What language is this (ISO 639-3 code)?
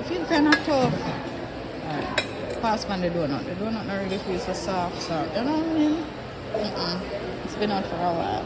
jam